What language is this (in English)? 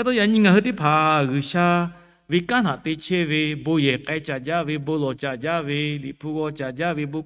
Lahu